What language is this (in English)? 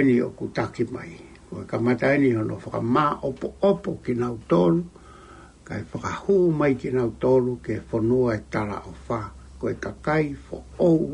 Tongan